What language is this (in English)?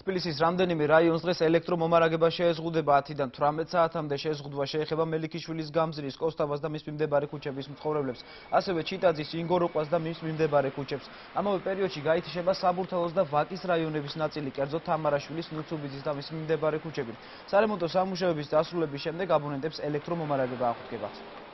Georgian